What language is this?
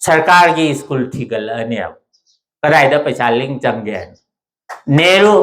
Manipuri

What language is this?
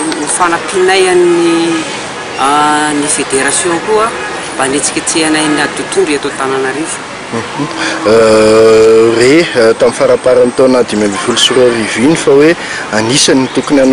Malagasy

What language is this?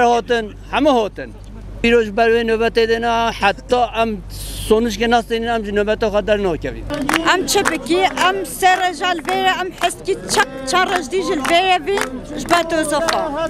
Kurdish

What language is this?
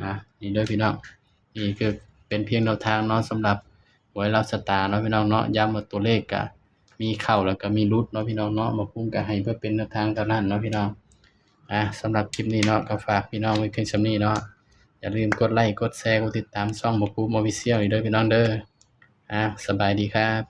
Northeastern Thai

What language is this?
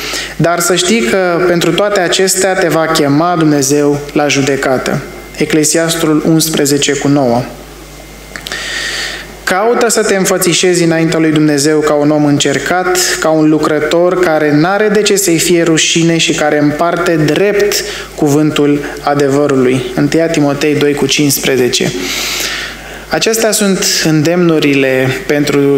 Romanian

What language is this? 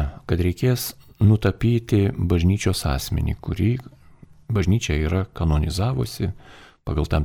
Lithuanian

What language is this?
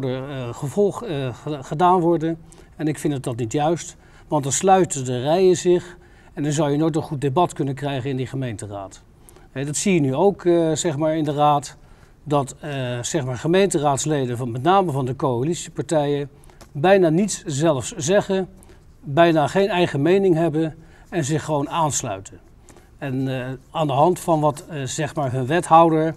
Dutch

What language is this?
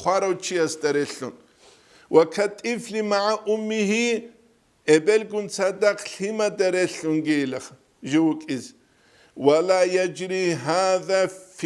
Avaric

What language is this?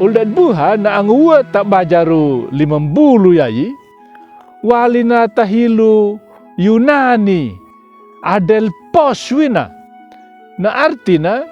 Anakalangu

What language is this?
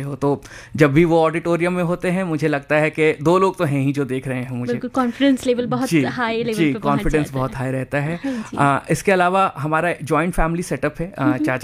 Hindi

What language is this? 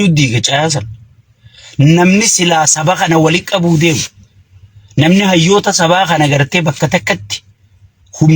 Oromo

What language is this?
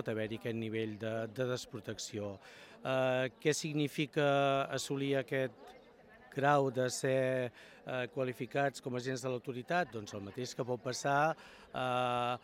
Catalan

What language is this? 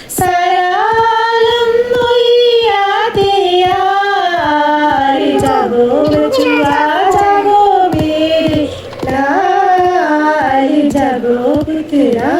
Dogri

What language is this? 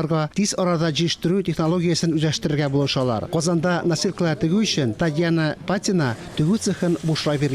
Tatar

